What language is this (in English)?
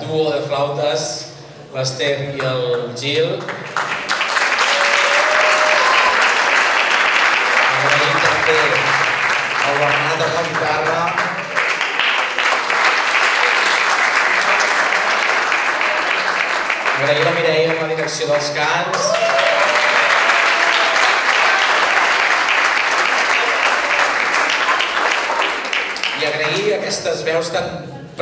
Catalan